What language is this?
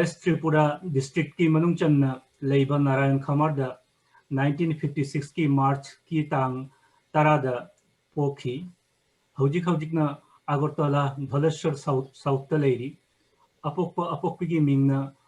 Manipuri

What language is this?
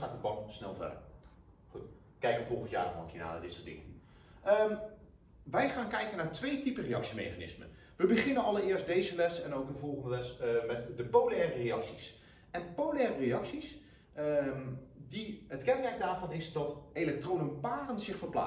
Dutch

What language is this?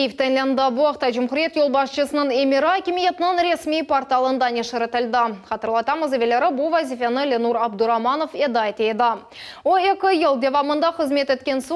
Crimean Tatar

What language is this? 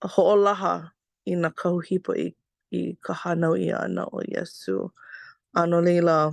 Hawaiian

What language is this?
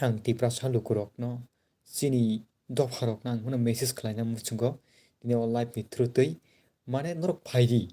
Kok Borok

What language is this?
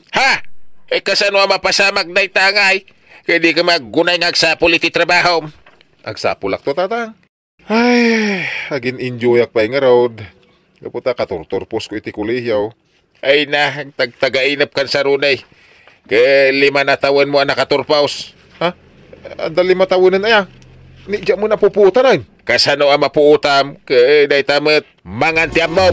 Iloko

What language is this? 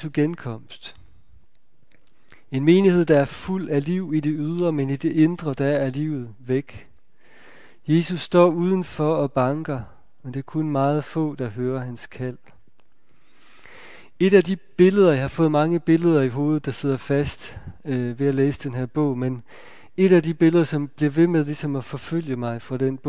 Danish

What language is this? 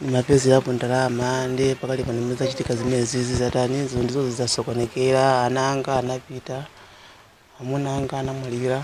Nyanja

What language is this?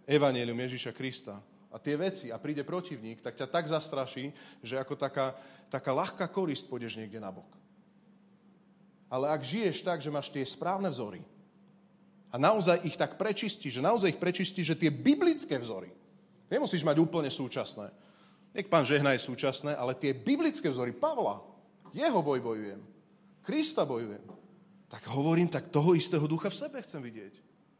Slovak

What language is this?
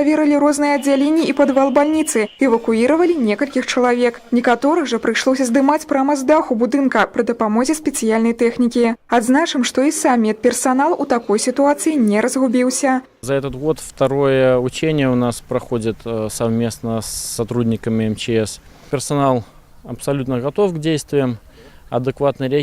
Belarusian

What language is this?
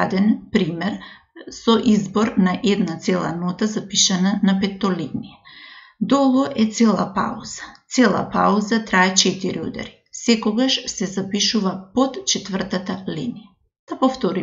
Macedonian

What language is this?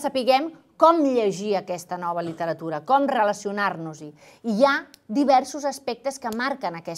Catalan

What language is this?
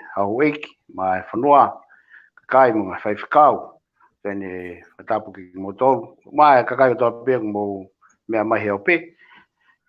Tongan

